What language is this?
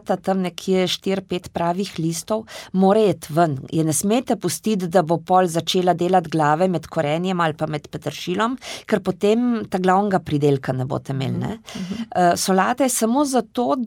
Slovenian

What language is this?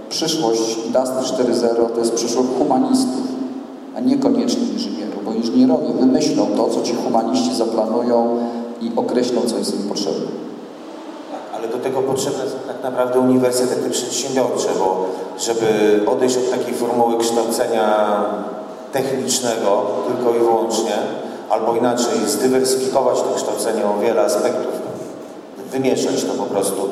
Polish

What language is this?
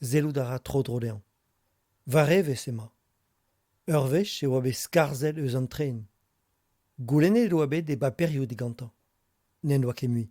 Breton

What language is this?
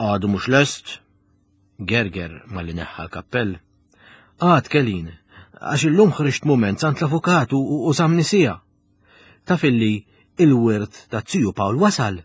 Maltese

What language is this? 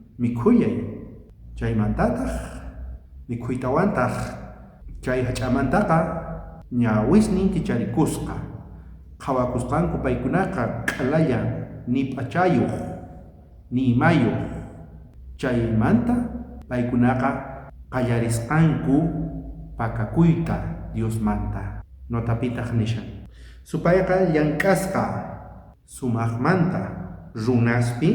South Bolivian Quechua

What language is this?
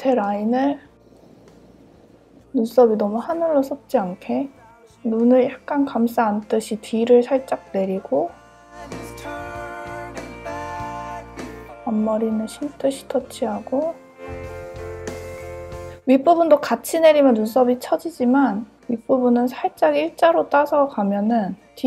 Korean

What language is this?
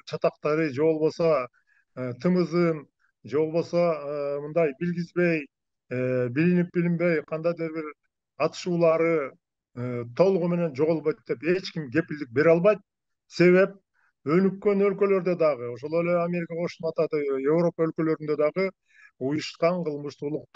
Kyrgyz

